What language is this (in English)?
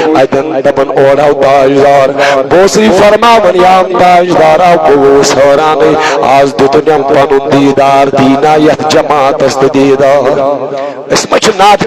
Kashmiri